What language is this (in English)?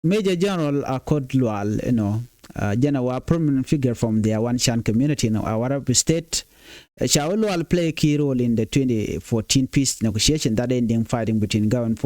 Nuer